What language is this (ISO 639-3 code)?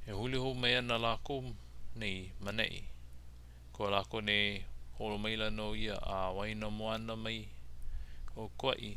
haw